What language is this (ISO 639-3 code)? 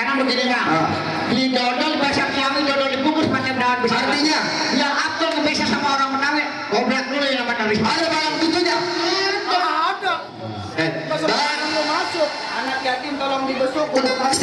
bew